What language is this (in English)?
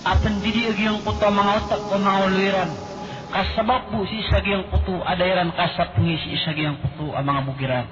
Maranao